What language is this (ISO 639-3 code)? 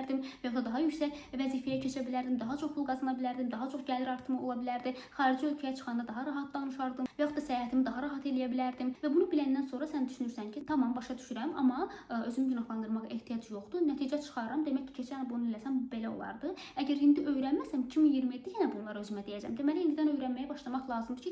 aze